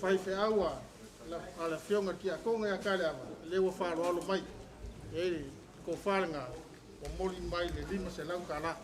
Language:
Samoan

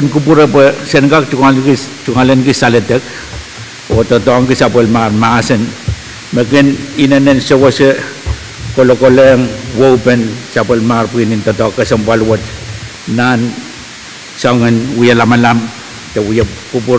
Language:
Pohnpeian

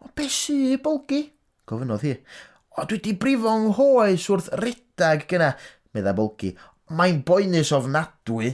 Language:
Welsh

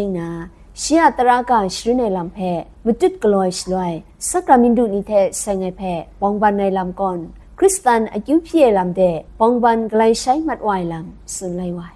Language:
Kachin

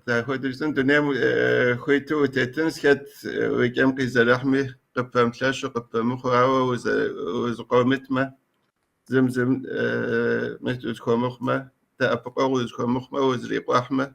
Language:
Kabardian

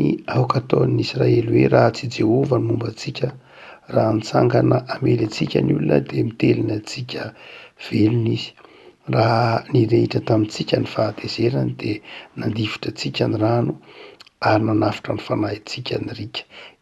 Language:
Malagasy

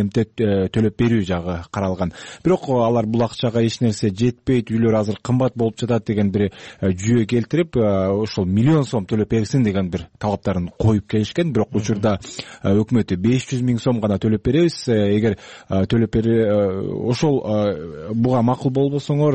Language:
Kyrgyz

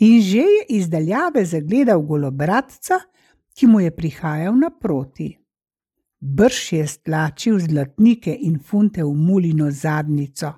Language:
Slovenian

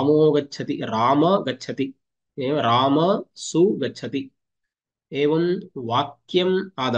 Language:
Sanskrit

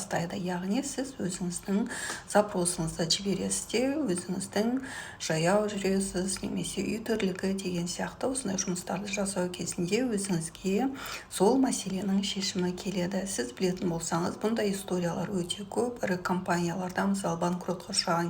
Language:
Kazakh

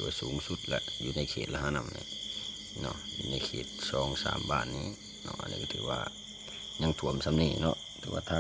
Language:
Lao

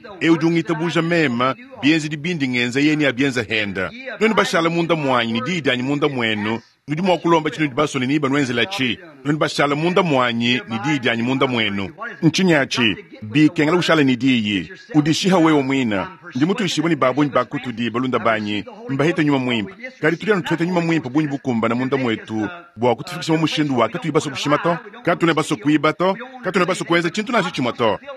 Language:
Luba-Lulua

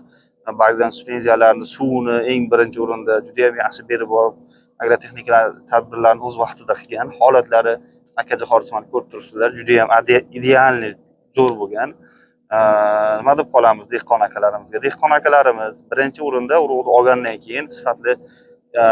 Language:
Uzbek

